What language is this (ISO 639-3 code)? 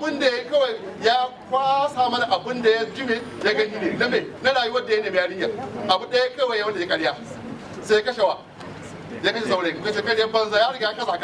hau